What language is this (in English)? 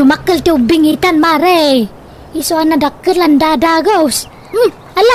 Iloko